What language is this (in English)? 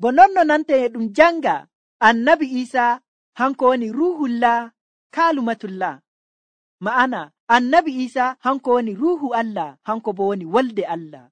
Nigerian Fulfulde